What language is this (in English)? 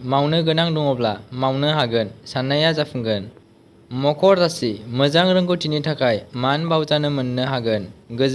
Bodo